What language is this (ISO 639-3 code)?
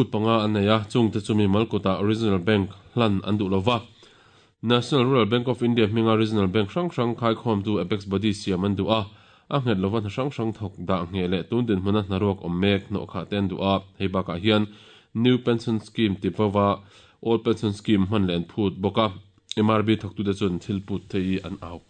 lus